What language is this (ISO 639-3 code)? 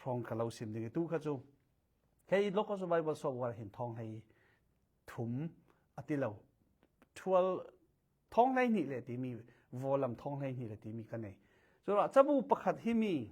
cfm